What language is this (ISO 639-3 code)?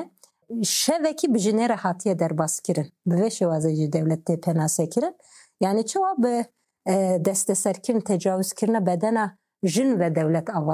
kur